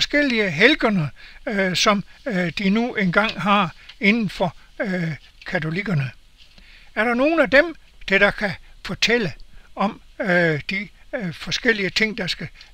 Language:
Danish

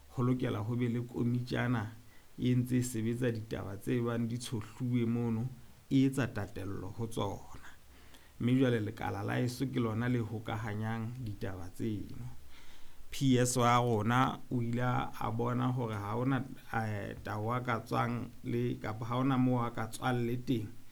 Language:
Southern Sotho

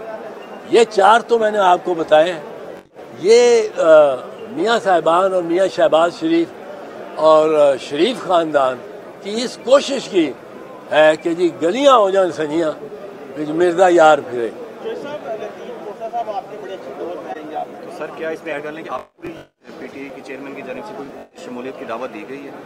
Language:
Urdu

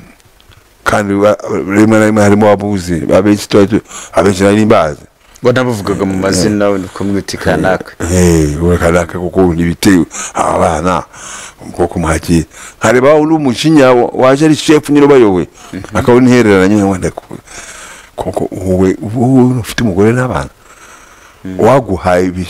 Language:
Kinyarwanda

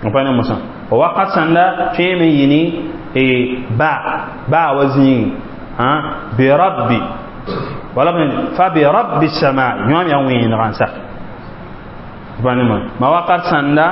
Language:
Mossi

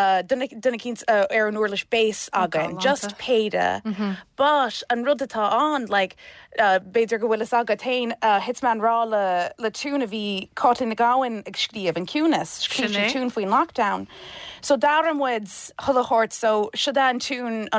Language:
Irish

